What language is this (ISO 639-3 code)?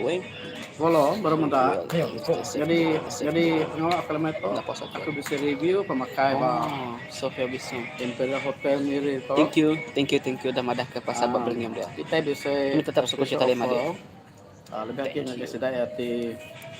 iba